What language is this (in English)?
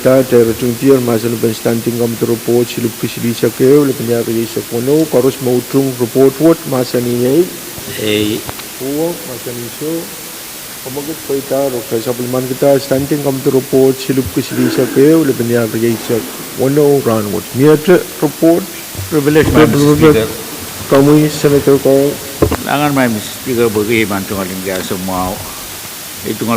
Pohnpeian